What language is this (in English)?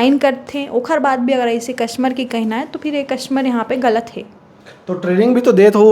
Chhattisgarhi